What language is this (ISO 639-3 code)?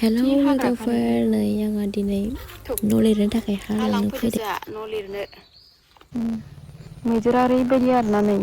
brx